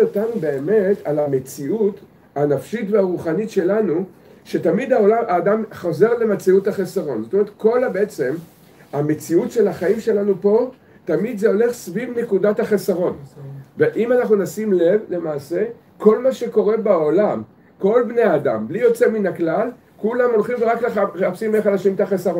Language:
Hebrew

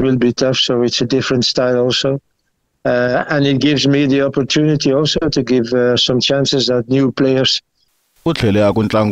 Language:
Tsonga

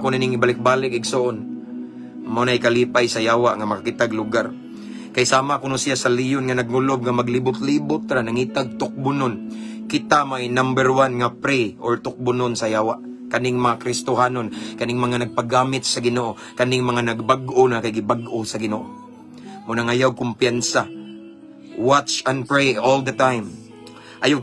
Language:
Cebuano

